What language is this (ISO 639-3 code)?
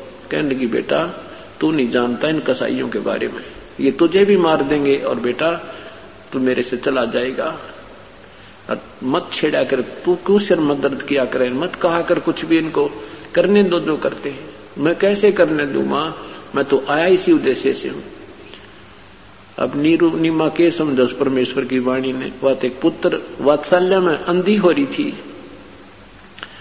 hin